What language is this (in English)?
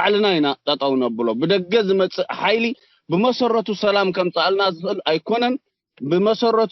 Tigrinya